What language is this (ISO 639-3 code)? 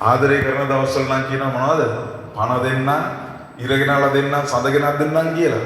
sin